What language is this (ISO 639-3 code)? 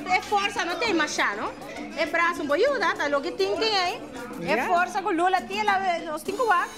pap